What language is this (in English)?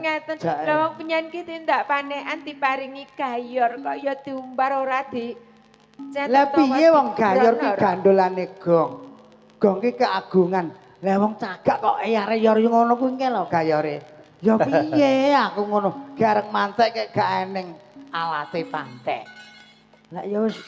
Javanese